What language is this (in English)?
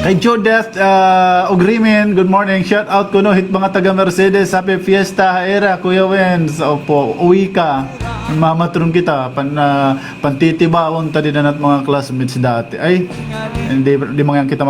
Waray